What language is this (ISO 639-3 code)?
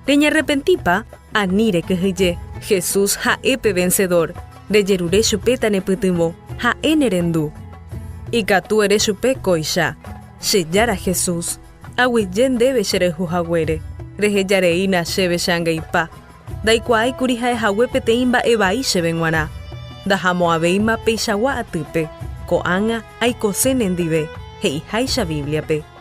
grn